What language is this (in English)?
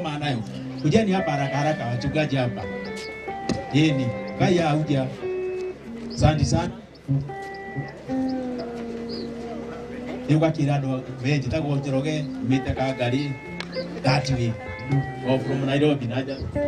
Swahili